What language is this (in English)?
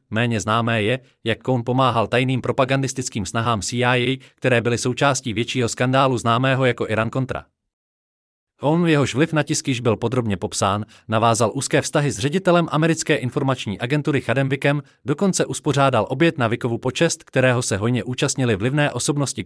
Czech